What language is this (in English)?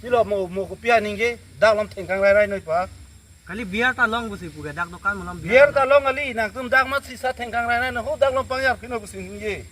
Karbi